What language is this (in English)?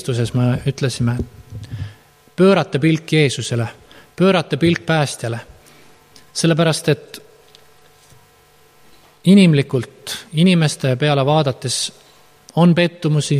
Estonian